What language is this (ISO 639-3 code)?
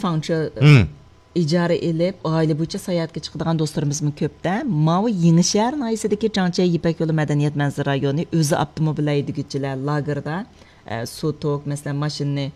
uig